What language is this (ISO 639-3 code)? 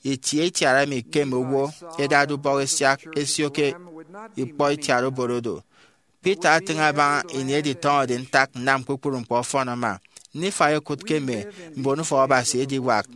efi